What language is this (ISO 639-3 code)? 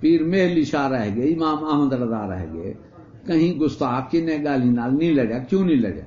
skr